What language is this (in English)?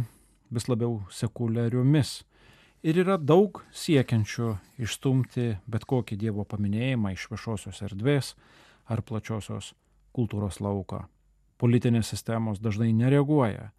Lithuanian